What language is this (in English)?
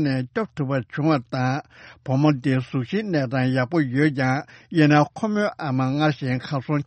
Tibetan